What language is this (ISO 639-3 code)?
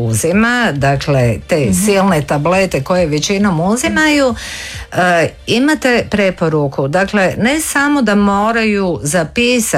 hrv